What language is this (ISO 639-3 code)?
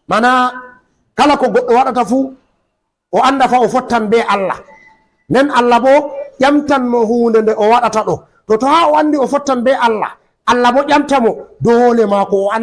ful